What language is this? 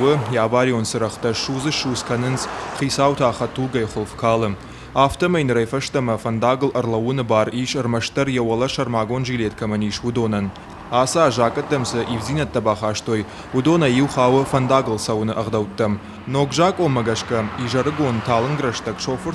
Ossetic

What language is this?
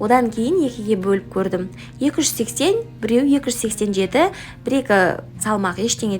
Kazakh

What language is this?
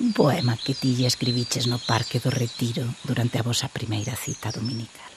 Galician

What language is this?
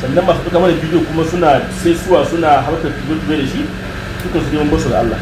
Hausa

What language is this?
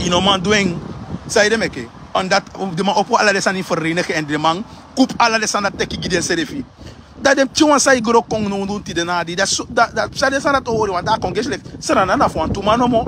Sranan Tongo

